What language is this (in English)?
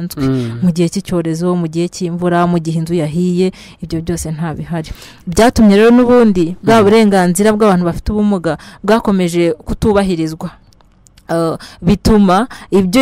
Kinyarwanda